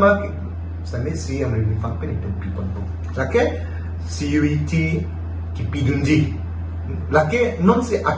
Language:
Karbi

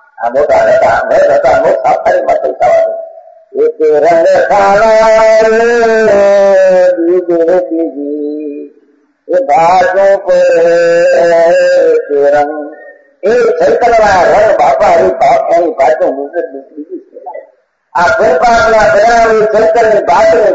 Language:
Gujarati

